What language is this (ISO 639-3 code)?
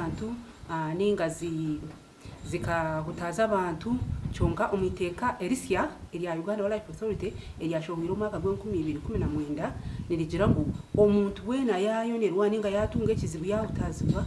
nyn